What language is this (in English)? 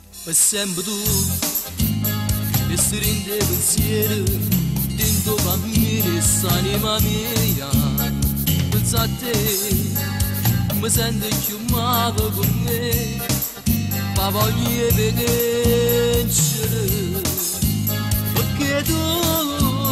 Italian